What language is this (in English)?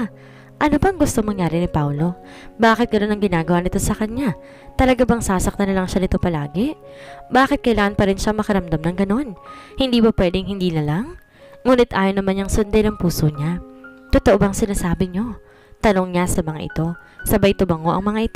Filipino